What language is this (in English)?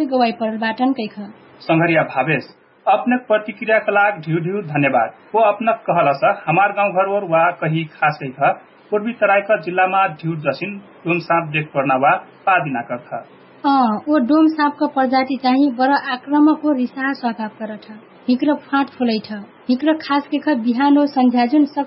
Dangaura Tharu